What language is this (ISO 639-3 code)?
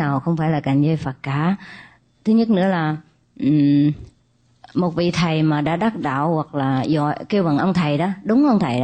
vie